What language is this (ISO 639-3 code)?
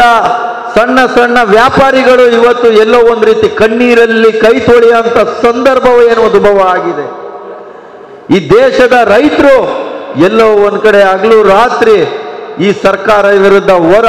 kan